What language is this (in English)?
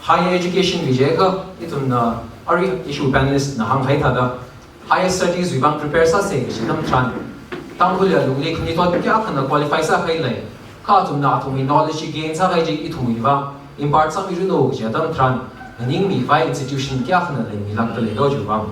Tangkhul Naga (India)